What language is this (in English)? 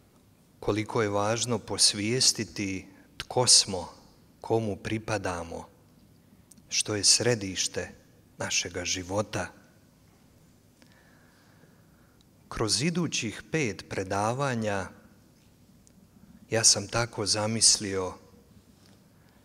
Croatian